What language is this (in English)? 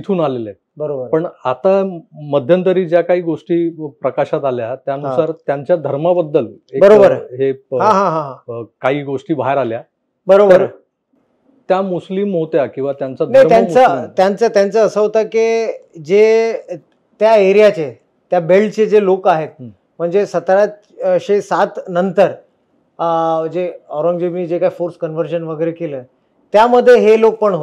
Marathi